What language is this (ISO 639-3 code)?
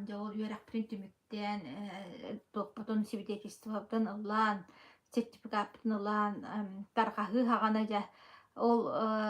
sah